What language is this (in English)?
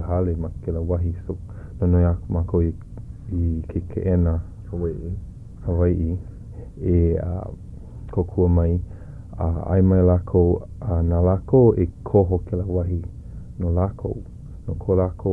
Hawaiian